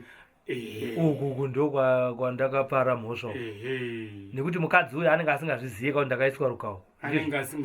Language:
Shona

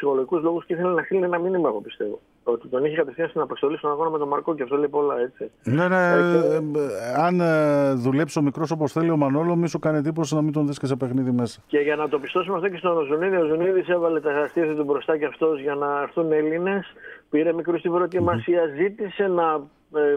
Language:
Greek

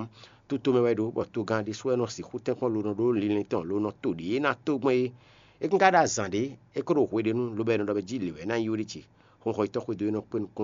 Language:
Fon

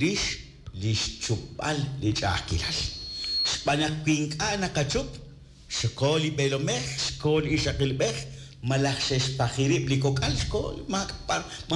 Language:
Kekchí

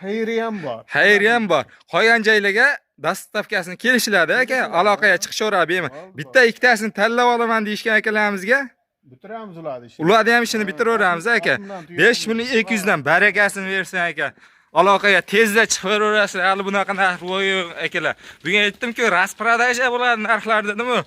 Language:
Uzbek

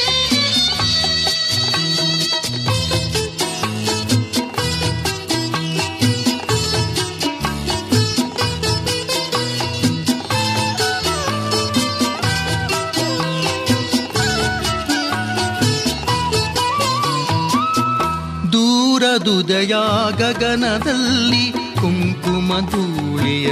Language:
Kannada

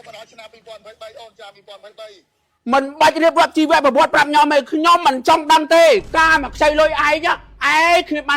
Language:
Khmer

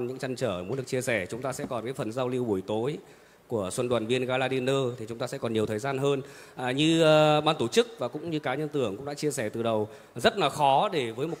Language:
Vietnamese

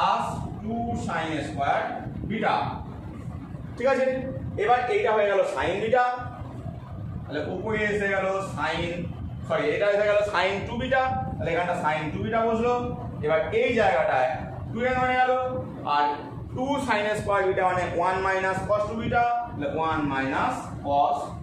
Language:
Bangla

